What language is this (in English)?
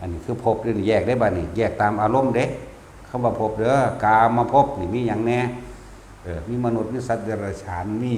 Northeastern Thai